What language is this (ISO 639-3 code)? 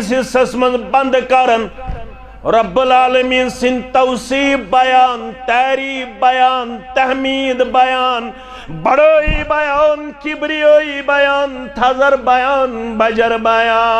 kas